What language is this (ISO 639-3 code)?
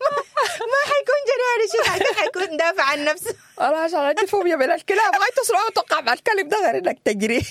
apd